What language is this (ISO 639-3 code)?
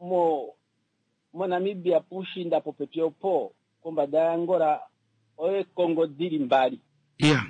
kua